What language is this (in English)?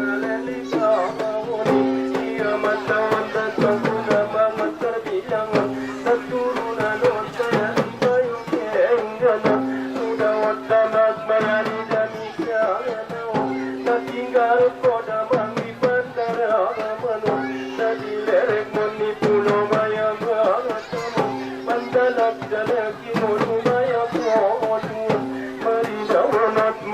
Batak Angkola